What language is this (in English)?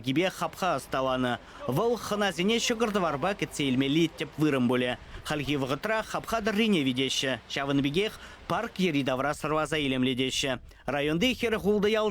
Chuvash